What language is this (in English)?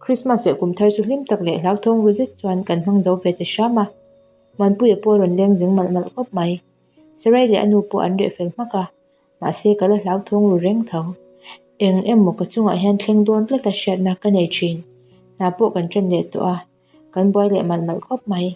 Mizo